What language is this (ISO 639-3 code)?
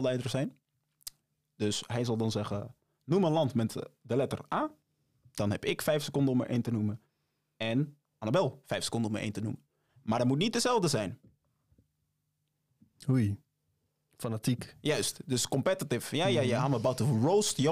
nld